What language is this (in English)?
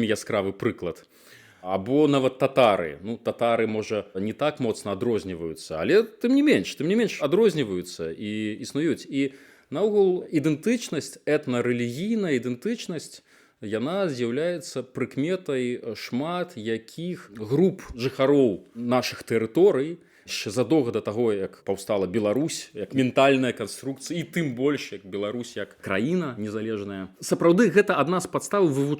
Belarusian